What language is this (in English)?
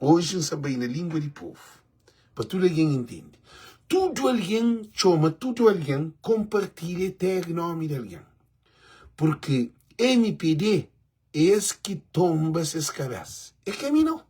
Kabuverdianu